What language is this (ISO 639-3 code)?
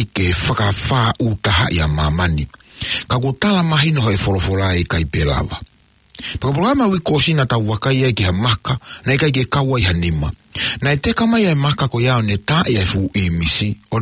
ton